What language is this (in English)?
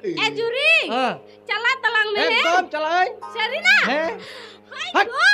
Santali